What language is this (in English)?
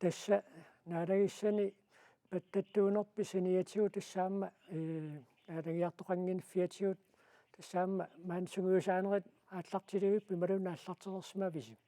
Kalaallisut